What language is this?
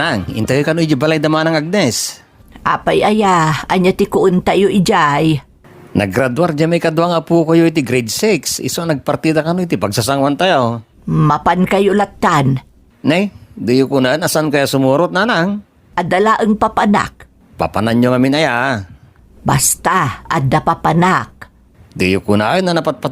Iloko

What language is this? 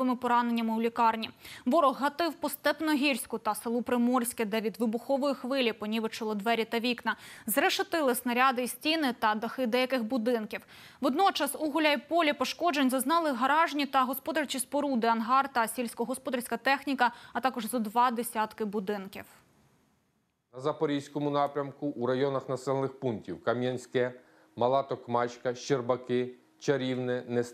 Ukrainian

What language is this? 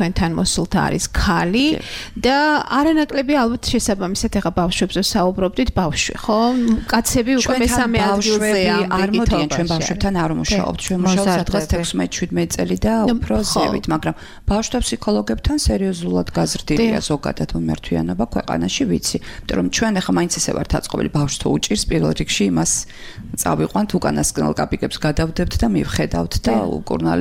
Georgian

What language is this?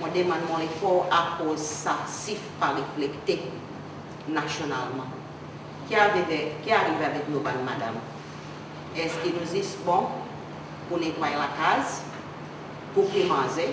Seselwa Creole French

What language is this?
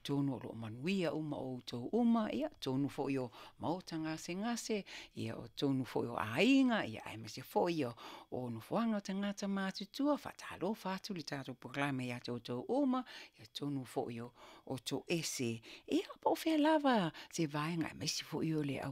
Samoan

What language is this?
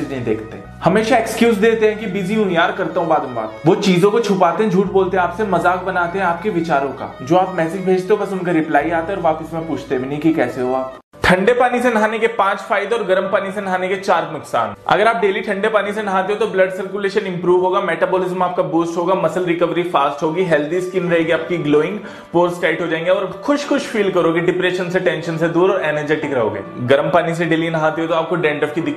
Hindi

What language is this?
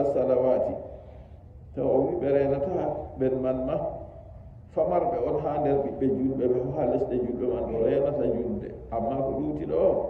Nigerian Fulfulde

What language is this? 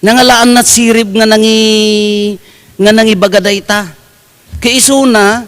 Iloko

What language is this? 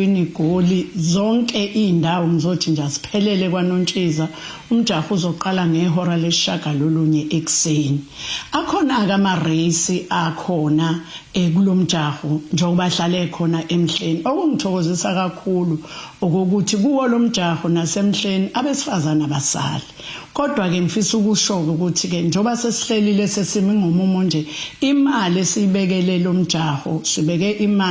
Zulu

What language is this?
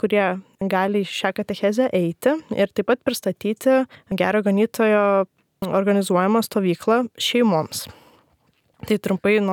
Lithuanian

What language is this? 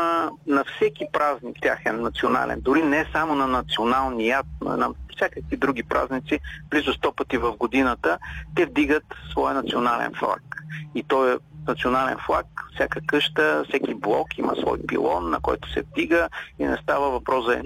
Bulgarian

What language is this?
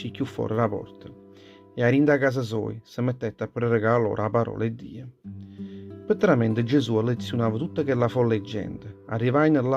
Neapolitan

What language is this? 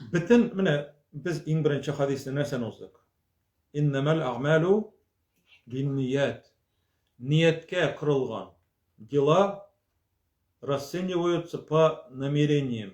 Tatar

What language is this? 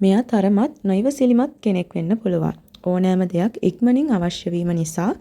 Sinhala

